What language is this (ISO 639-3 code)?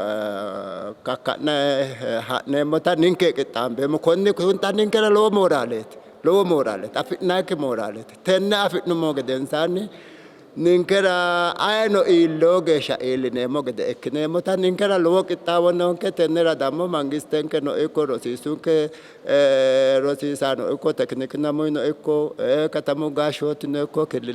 sid